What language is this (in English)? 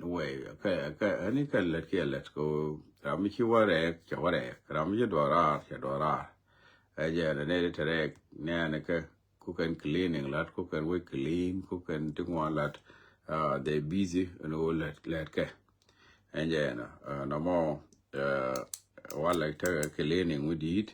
Nuer